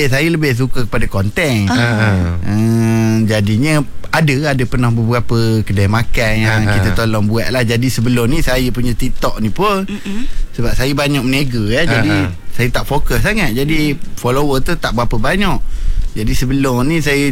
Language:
Malay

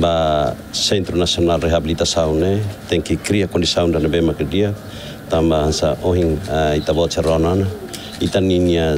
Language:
Tetum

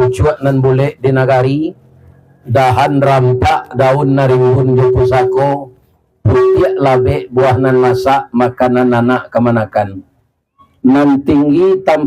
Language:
Minangkabau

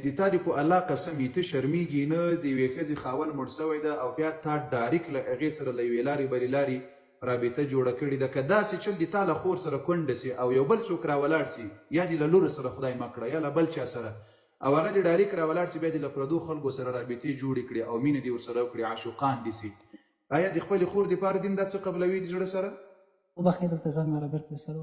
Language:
Pashto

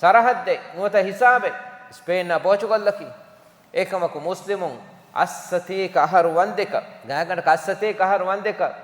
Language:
Divehi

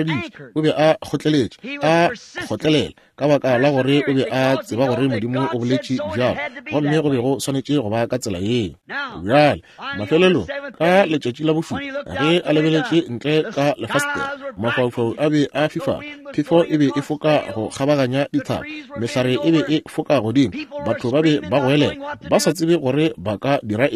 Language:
Northern Sotho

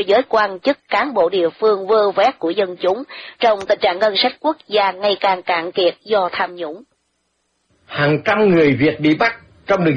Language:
Vietnamese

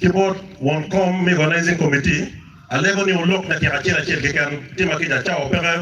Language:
Acoli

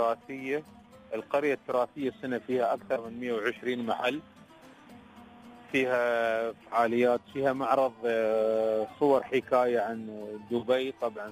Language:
Gulf Arabic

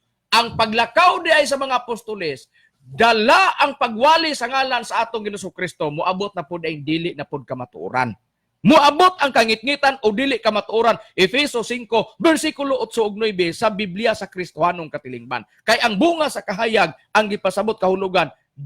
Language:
Cebuano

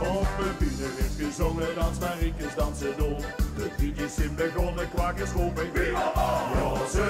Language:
Limburgish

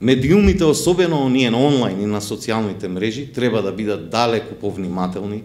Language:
Macedonian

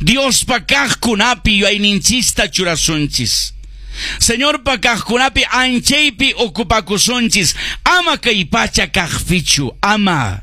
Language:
Quechua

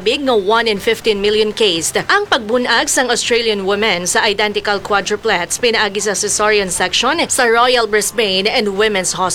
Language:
Hiligaynon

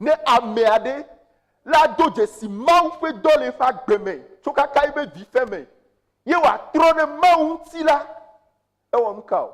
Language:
Ewe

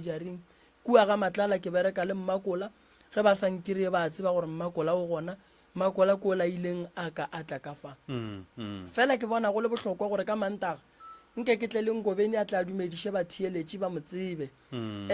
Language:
Northern Sotho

